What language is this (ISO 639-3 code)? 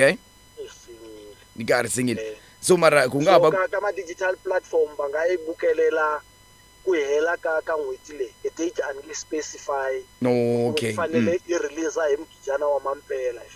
tso